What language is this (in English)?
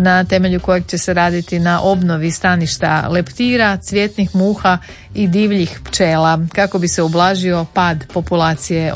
Croatian